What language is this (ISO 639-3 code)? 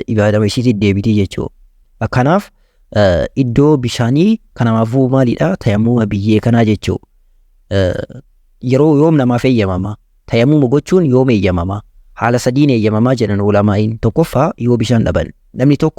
orm